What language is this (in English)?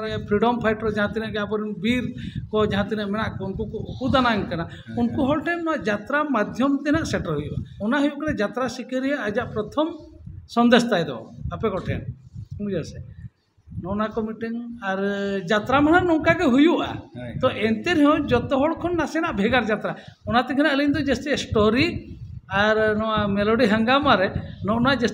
Santali